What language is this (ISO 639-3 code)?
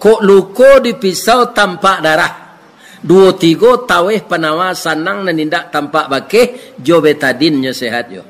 min